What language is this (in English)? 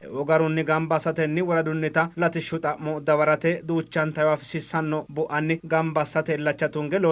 Sidamo